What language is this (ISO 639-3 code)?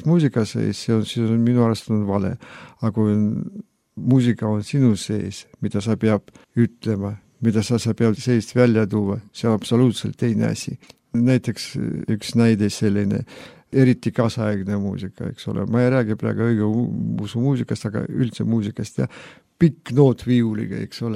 est